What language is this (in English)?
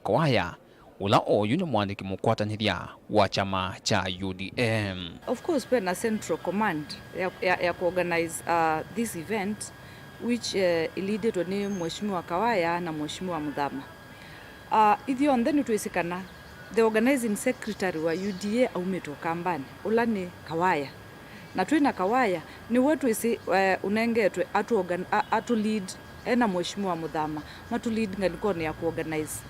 Kamba